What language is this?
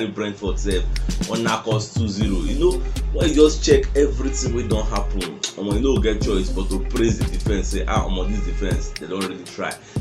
Nigerian Pidgin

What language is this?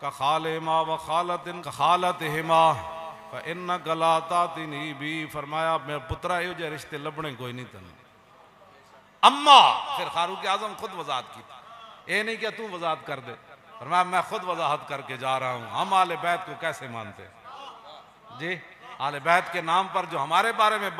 Urdu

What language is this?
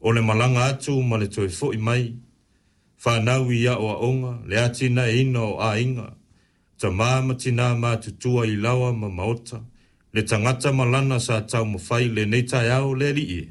Samoan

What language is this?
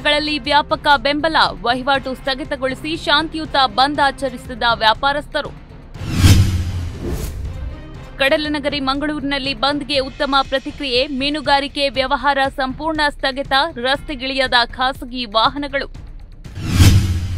Kannada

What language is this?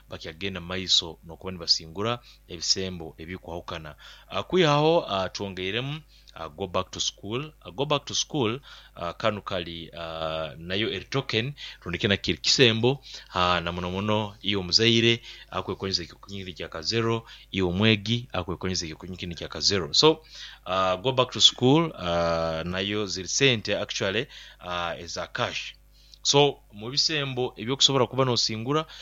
Nyoro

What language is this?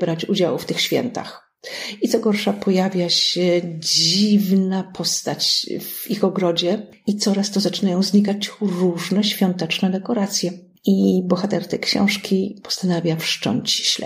Polish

